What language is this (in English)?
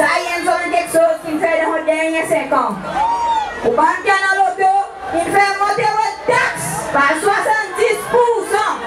Seselwa Creole French